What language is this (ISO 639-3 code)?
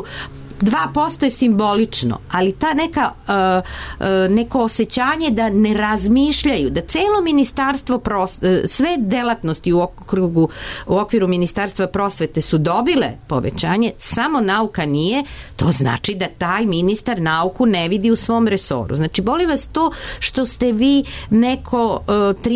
srp